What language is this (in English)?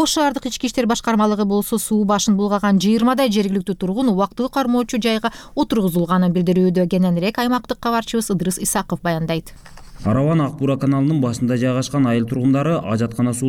Kyrgyz